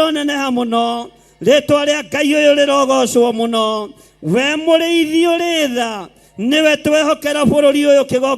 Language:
Kikuyu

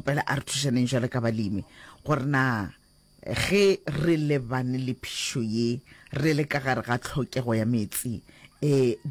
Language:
Northern Sotho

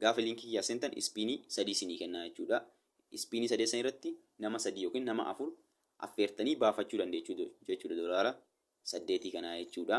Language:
Oromo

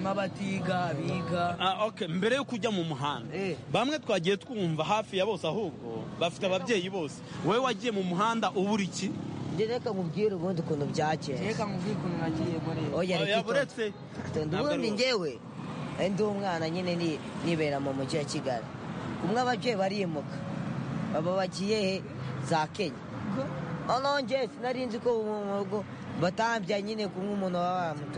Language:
Kinyarwanda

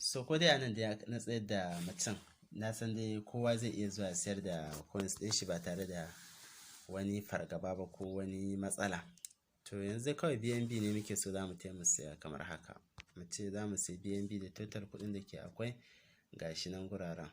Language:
Hausa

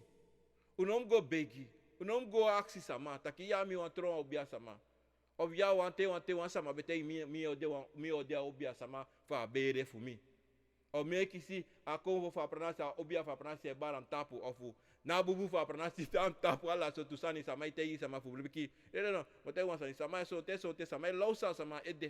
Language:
Sranan Tongo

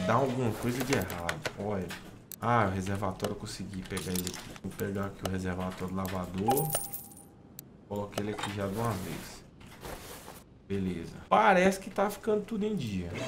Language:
Portuguese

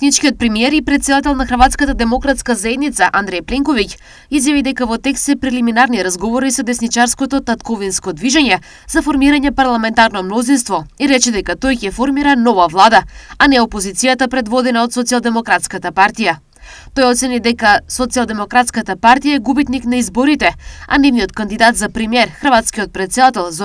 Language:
Macedonian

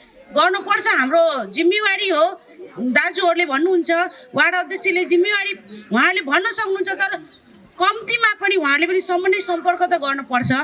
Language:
Nepali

